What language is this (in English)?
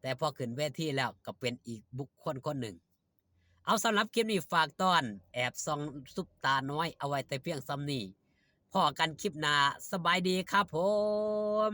Northeastern Thai